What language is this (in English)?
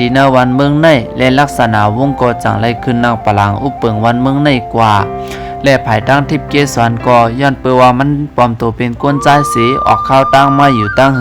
Shan